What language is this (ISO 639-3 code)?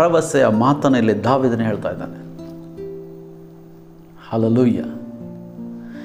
kan